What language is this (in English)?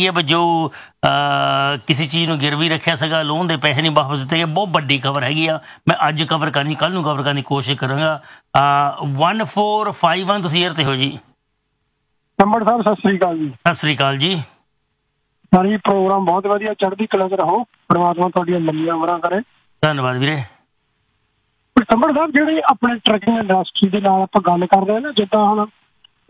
Punjabi